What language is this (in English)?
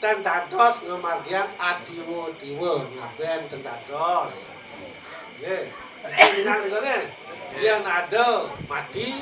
Balinese